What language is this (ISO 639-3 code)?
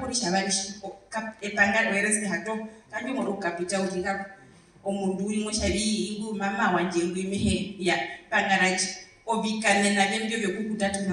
her